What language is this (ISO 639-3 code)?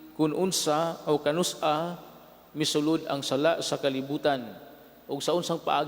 ceb